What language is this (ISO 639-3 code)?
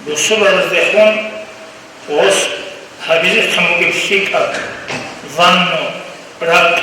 ava